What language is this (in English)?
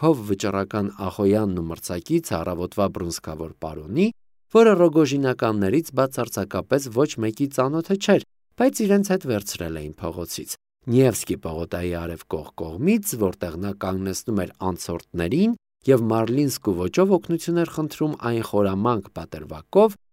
Armenian